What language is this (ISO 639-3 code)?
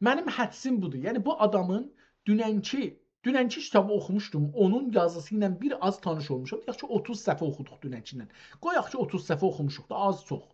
azb